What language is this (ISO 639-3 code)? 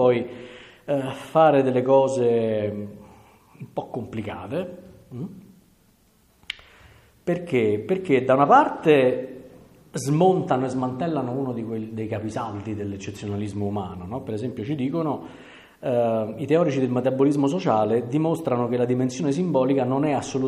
ita